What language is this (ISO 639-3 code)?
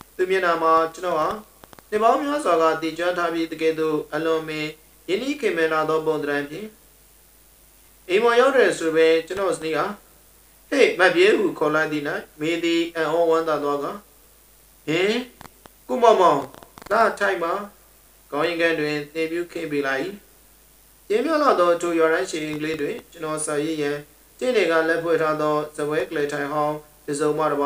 mya